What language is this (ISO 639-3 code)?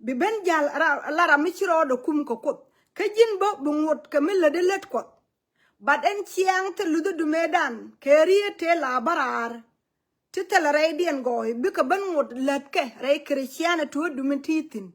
nus